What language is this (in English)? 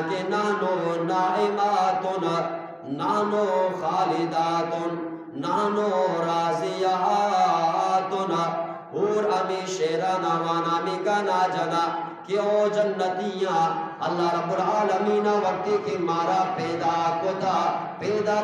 Eastern Balochi